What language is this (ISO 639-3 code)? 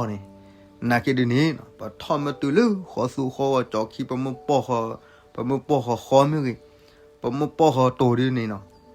ksw